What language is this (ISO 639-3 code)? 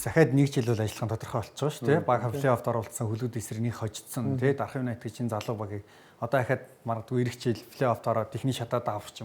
mon